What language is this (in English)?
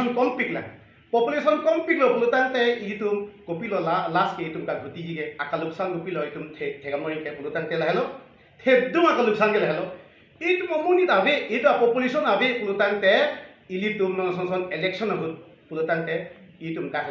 Karbi